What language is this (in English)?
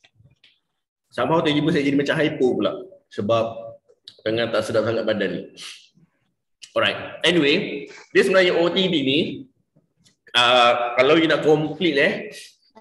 Malay